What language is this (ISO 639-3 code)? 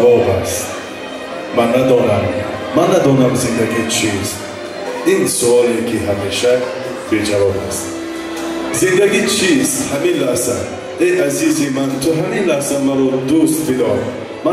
tgk